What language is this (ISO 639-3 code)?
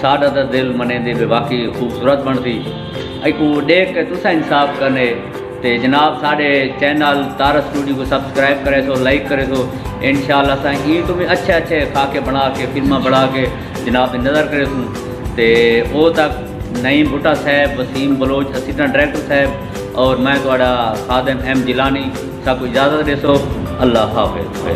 skr